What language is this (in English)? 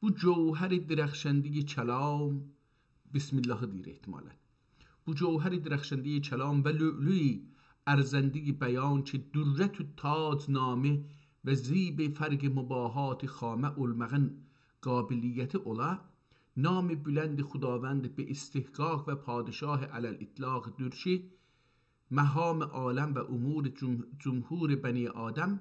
South Azerbaijani